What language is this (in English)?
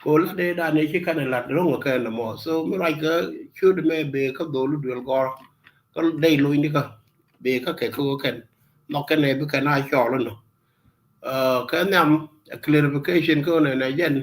Nuer